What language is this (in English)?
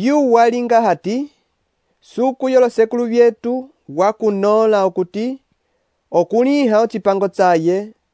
Umbundu